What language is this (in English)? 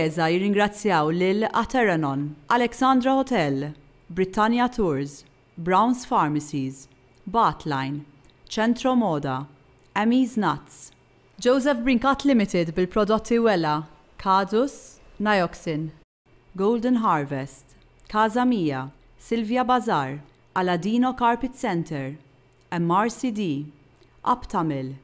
Maltese